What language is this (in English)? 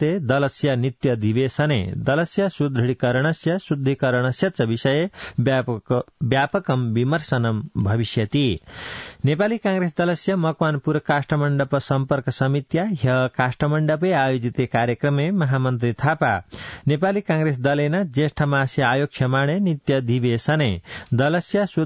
Sanskrit